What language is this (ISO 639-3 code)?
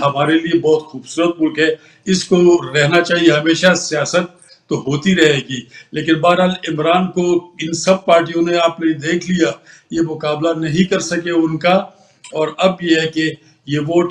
urd